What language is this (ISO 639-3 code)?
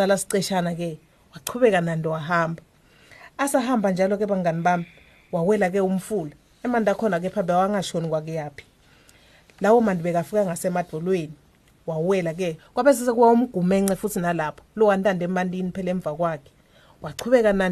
ssw